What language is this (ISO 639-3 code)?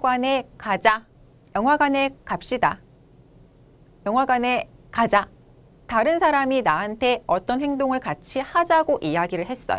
kor